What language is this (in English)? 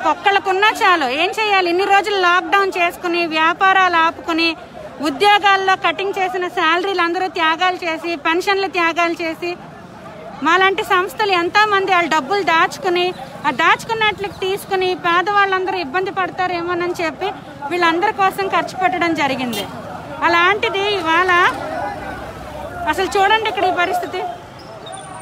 Telugu